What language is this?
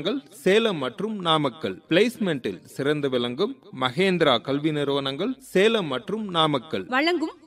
Tamil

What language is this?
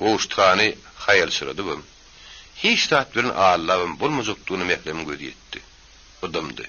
Turkmen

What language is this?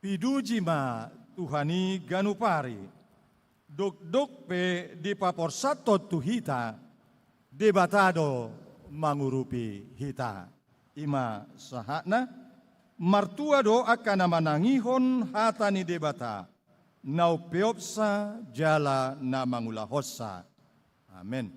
Batak Toba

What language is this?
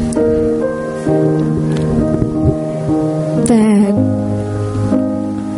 Vietnamese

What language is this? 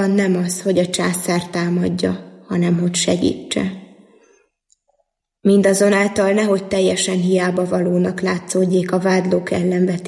Hungarian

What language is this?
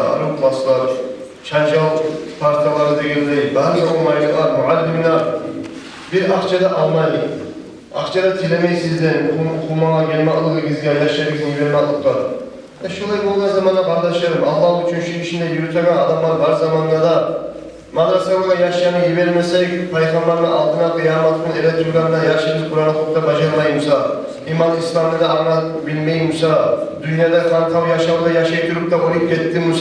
Kumyk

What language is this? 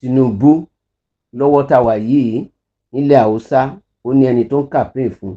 Yoruba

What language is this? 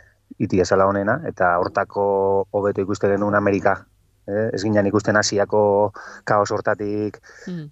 Basque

